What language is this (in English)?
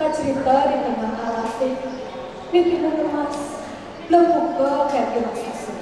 Balinese